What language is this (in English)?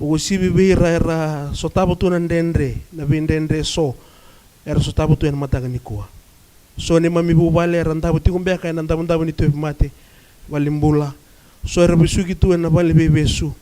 Fijian